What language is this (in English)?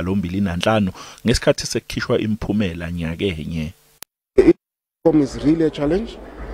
Zulu